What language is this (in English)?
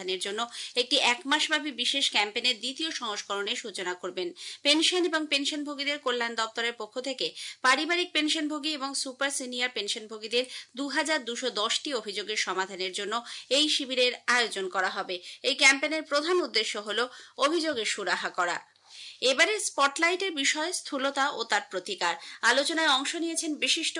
Bangla